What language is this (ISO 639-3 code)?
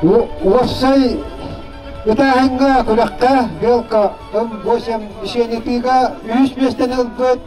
sah